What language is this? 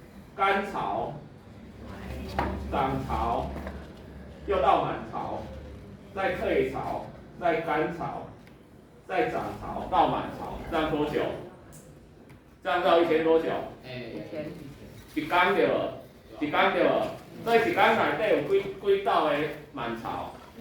Min Nan Chinese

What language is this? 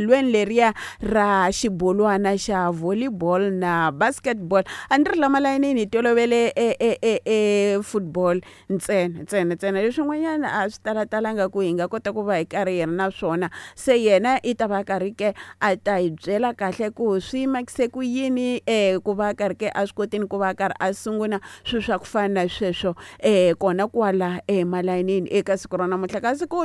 Tsonga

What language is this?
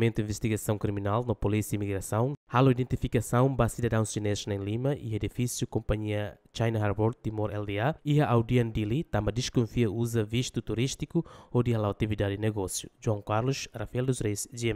Tetum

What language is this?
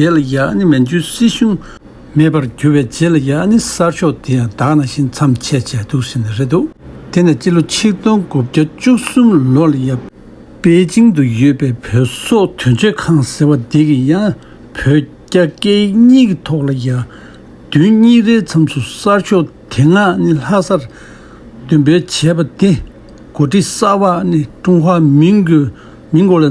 Tibetan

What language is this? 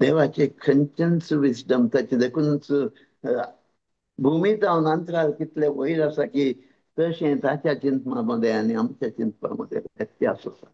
Konkani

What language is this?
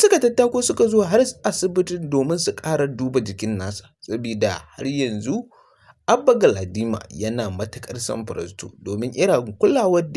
Hausa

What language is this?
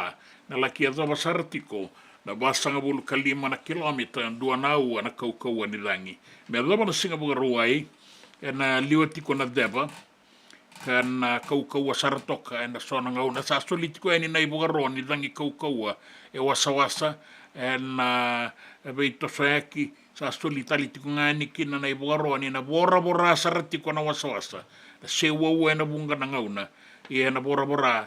Fijian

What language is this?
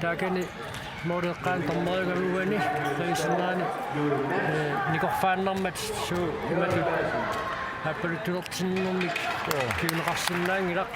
Kalaallisut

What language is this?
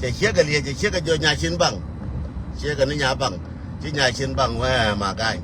Nuer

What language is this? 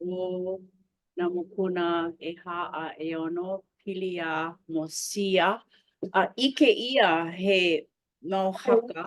Hawaiian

